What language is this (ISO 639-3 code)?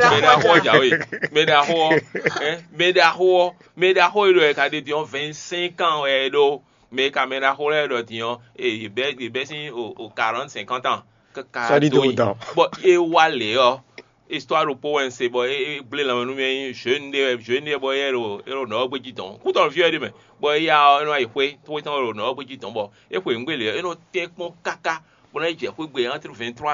fon